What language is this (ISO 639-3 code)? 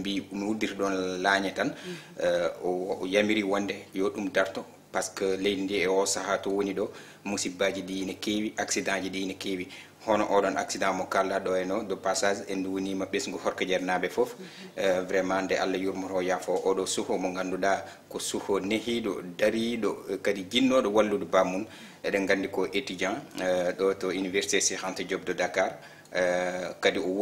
ful